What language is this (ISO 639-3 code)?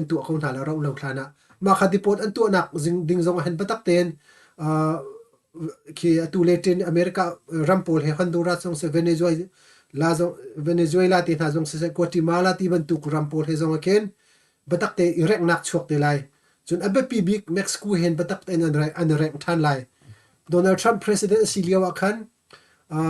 cnh